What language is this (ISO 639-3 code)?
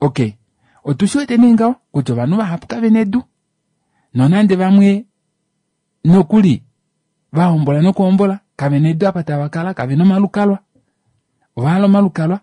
kua